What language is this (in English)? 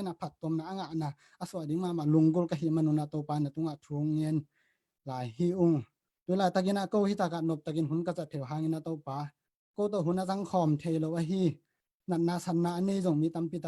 Tedim Chin